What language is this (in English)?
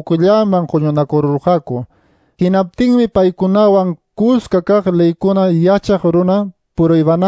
Quechua